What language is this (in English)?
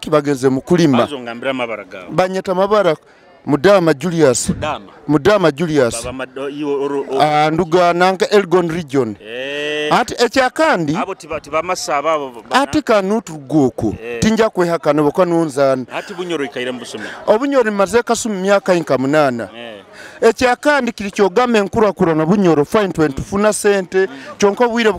Nyoro